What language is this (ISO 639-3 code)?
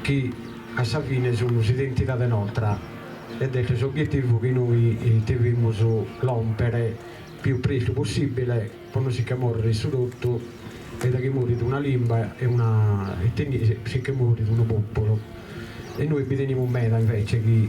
srd